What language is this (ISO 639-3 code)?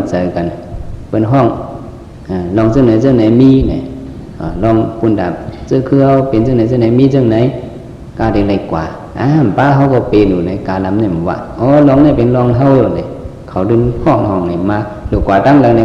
shn